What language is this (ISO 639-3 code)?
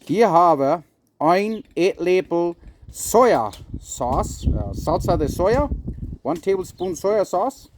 pdt